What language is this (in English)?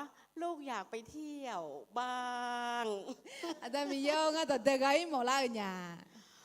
Akha